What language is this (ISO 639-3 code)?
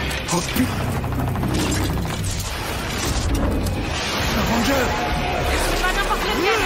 fra